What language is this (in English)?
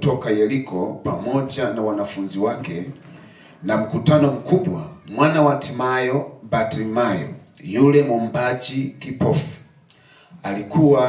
Swahili